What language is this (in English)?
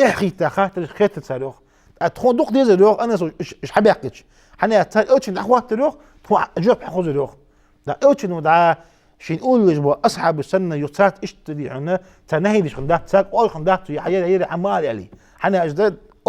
Ingush